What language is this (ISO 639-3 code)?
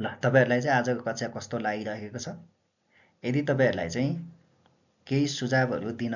nep